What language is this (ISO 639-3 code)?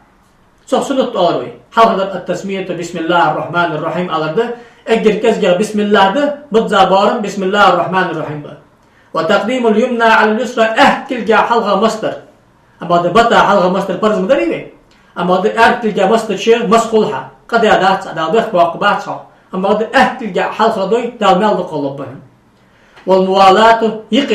inh